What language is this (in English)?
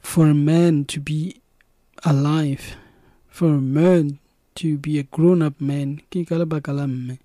Southern Sotho